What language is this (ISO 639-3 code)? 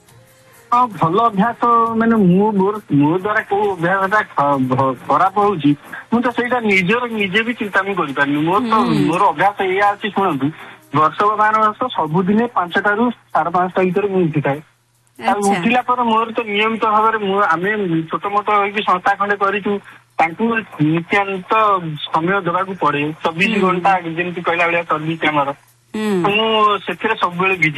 ori